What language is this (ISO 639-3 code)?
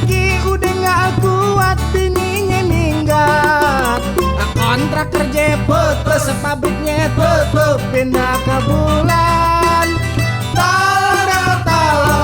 bew